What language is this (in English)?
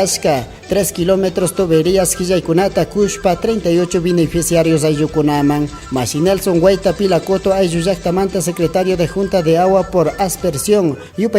Chimborazo Highland Quichua